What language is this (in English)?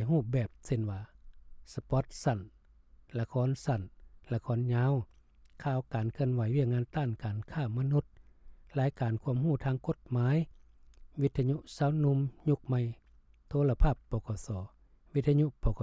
Lao